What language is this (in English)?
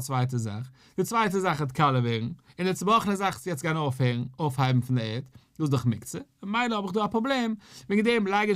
Yiddish